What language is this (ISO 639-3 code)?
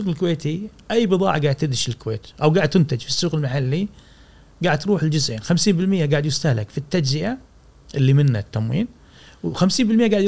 afb